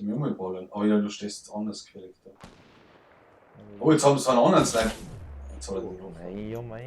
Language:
Bavarian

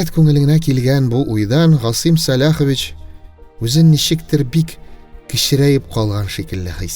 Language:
Tatar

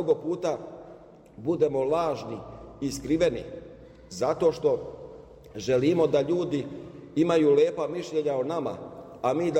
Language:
Serbian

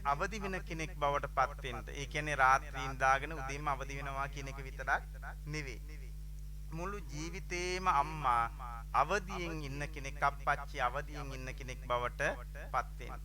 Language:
Sinhala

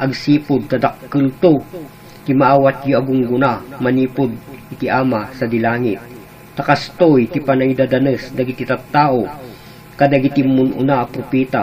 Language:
Iloko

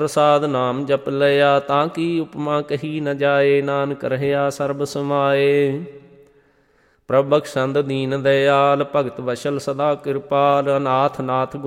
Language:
Punjabi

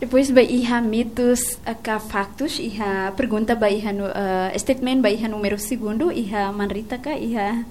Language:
Tetum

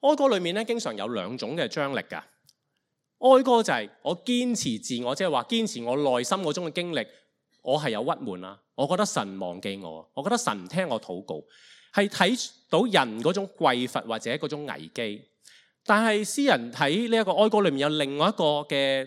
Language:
Cantonese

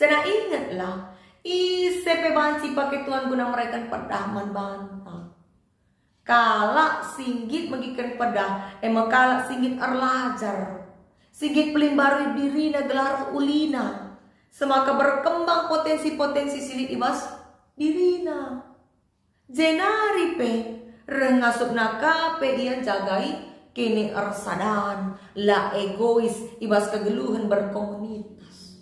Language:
Batak Karo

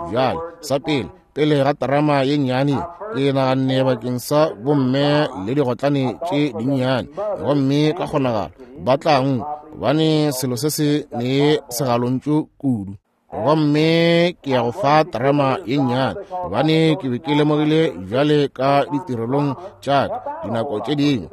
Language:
Northern Sotho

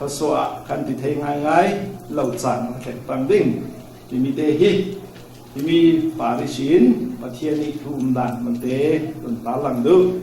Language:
Falam Chin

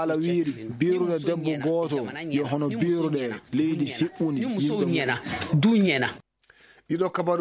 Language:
Fula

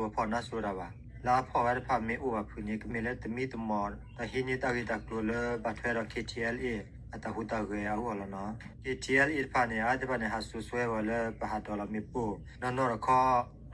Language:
S'gaw Karen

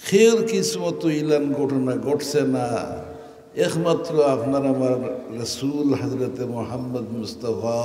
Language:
Sylheti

